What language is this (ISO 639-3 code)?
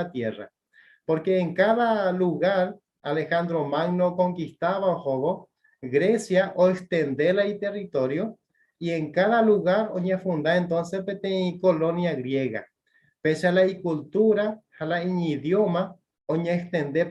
grn